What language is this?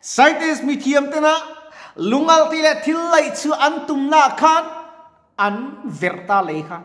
Mizo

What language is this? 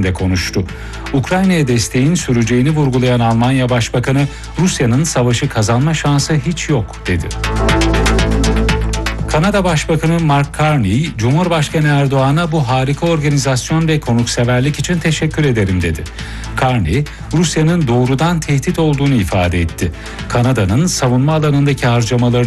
Turkish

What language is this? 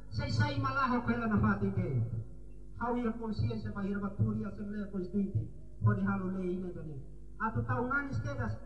Tetum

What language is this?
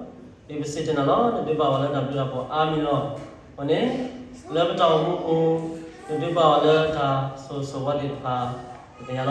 S'gaw Karen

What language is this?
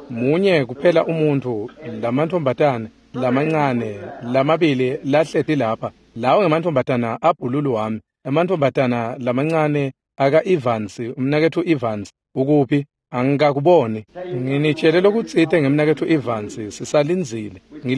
Swati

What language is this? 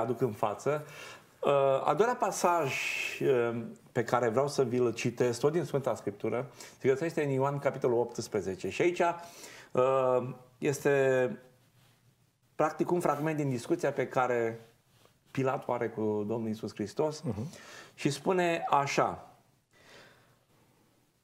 Romanian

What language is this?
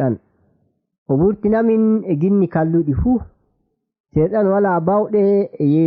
Nigerian Fulfulde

